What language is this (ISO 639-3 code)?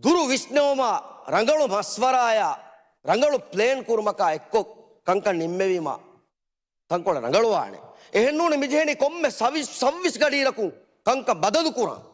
div